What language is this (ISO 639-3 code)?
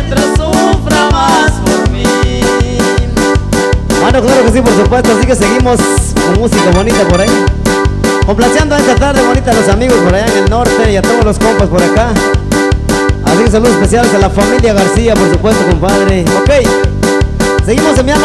spa